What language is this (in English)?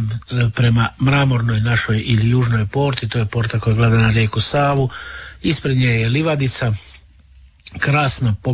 Croatian